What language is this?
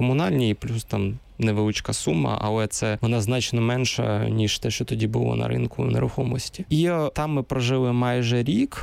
Ukrainian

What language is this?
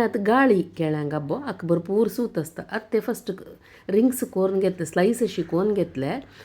Konkani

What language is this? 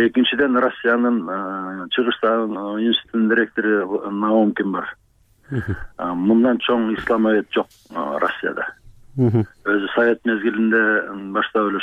Kyrgyz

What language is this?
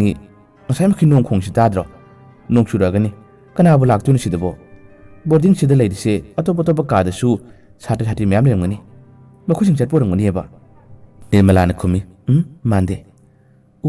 Manipuri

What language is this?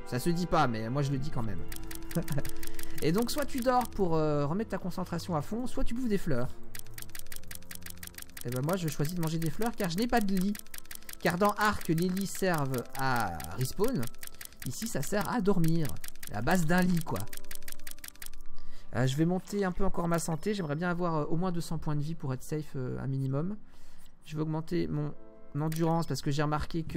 French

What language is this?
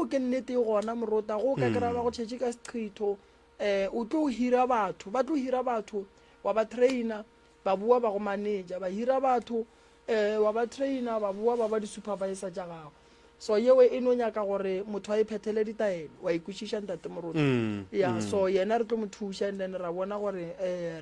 Northern Sotho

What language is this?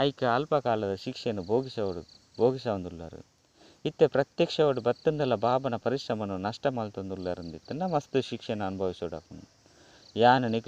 Tulu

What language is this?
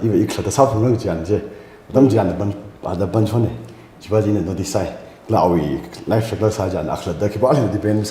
Tangkhul Naga (India)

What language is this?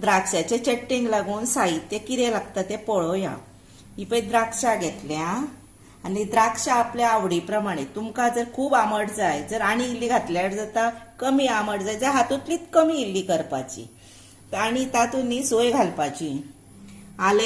Konkani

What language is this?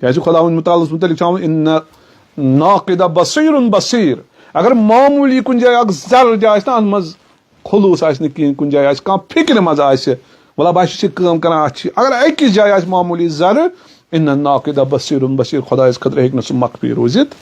Kashmiri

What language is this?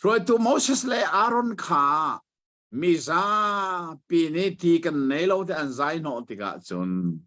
Hakha Chin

